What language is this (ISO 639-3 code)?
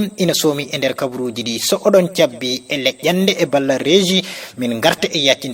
ful